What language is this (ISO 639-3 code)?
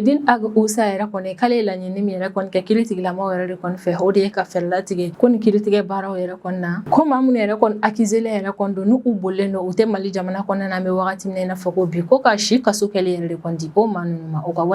bam